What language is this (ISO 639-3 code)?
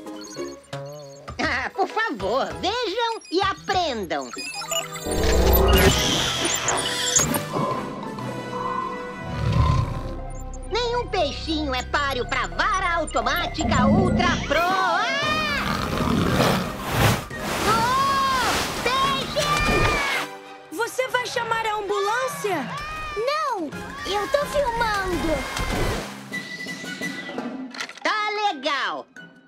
por